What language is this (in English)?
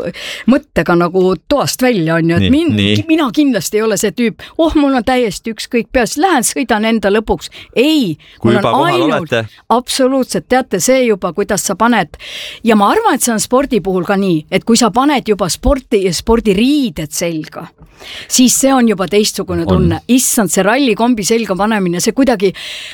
Estonian